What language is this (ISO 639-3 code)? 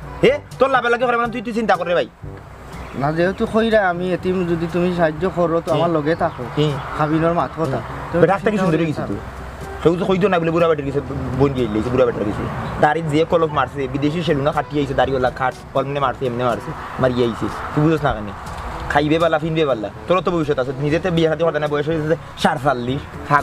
syl